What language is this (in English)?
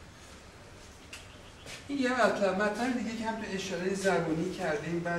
Persian